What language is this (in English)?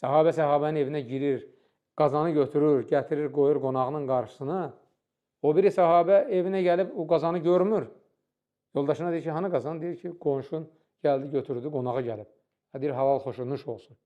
Azerbaijani